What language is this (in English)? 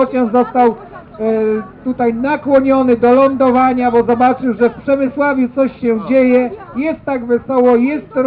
Polish